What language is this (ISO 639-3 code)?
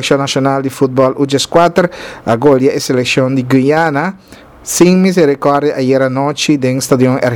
pap